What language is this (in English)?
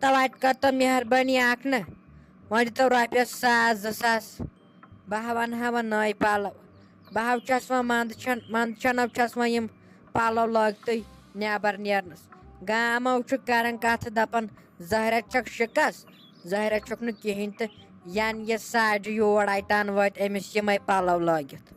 Kashmiri